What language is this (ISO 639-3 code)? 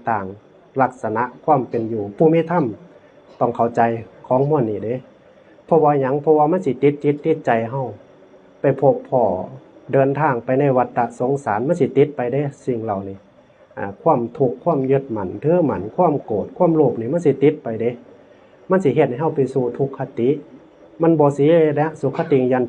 tts